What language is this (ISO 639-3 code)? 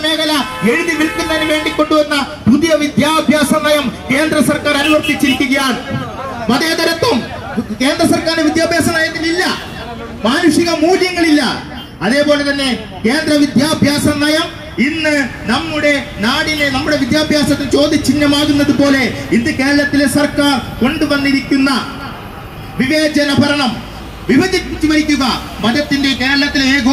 mal